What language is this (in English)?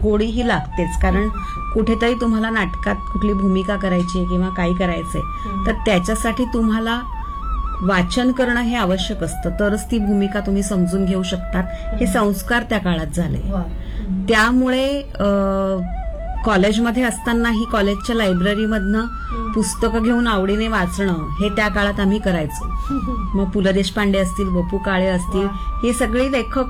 Marathi